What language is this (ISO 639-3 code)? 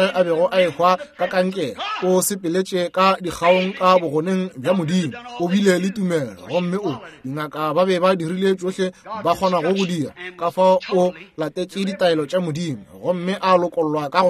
nso